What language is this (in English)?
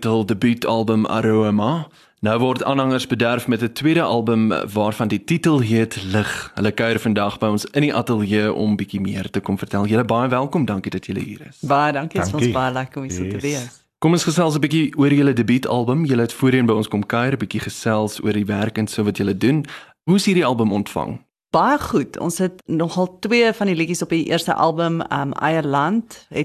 Afrikaans